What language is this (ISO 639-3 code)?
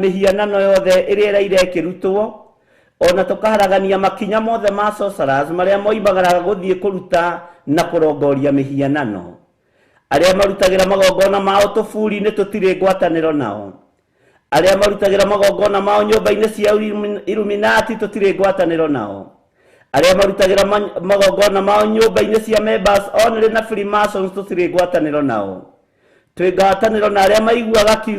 kik